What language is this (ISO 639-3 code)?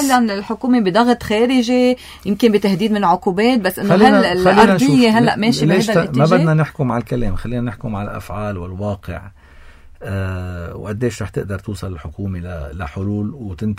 apc